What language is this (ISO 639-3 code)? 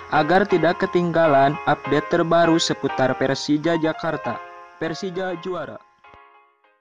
ind